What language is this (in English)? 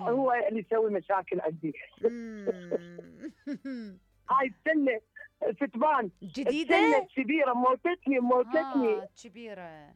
Mesopotamian Arabic